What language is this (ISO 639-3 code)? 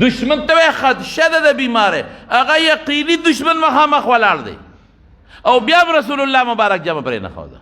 pus